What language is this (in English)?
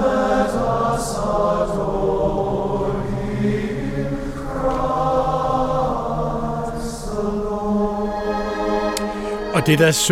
Danish